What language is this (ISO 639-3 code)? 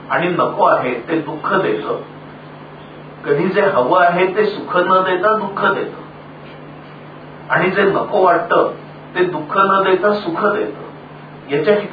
mar